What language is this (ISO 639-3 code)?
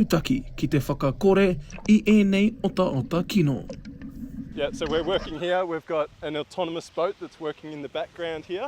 mri